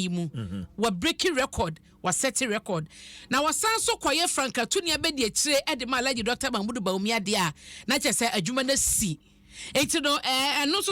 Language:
Akan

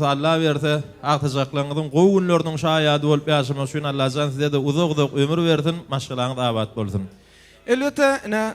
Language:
Turkmen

